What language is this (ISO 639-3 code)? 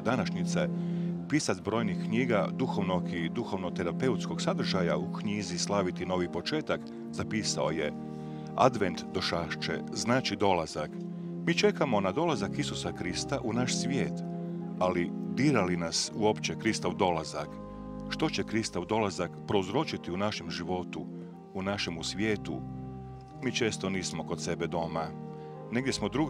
hrv